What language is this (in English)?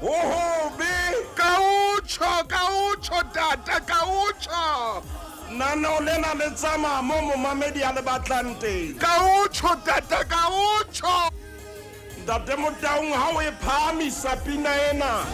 Southern Sotho